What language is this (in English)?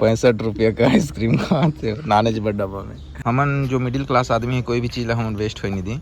Chhattisgarhi